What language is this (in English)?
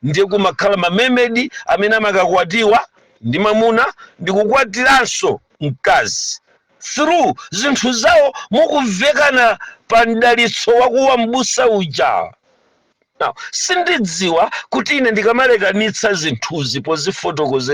Nyanja